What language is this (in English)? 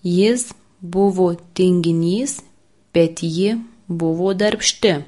Lithuanian